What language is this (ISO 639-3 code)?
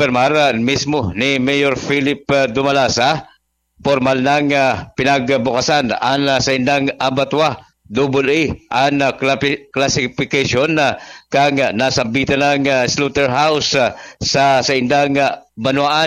bik